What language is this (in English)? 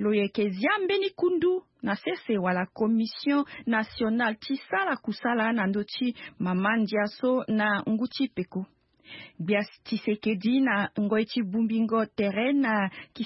Sango